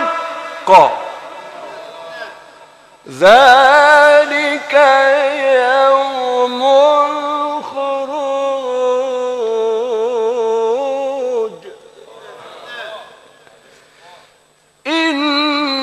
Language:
Arabic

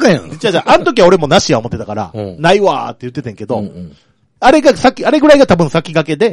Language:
Japanese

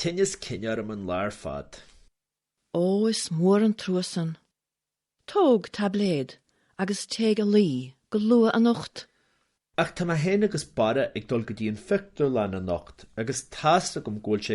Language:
Irish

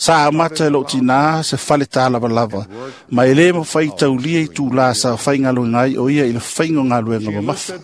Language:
Samoan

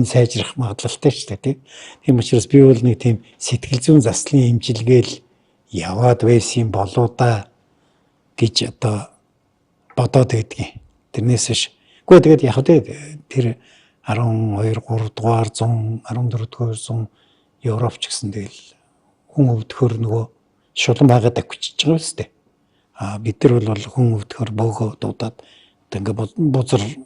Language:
Mongolian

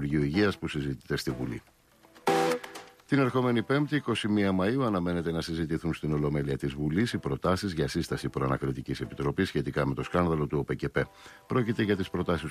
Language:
Greek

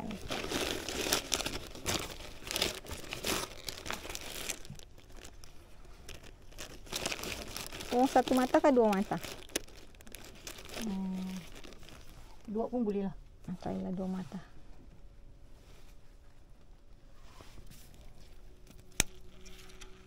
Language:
Malay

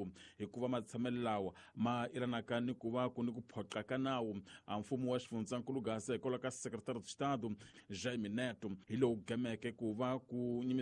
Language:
Tsonga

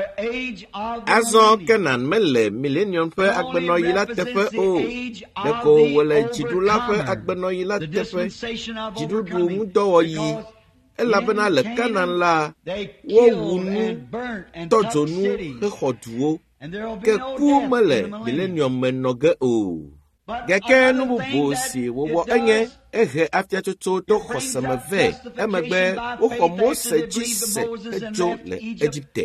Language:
Ewe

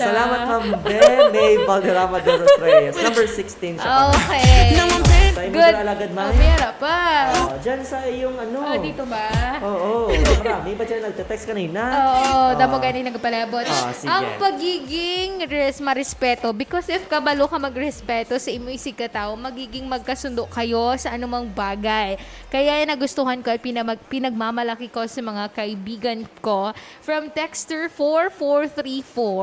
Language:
Hiligaynon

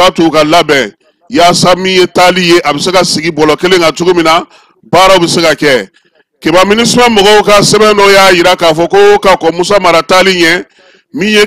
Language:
Bambara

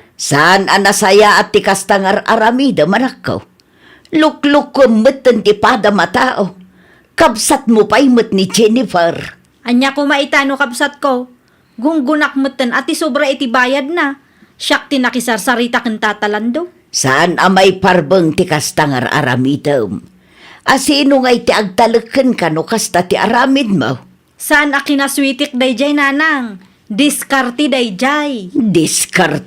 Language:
Iloko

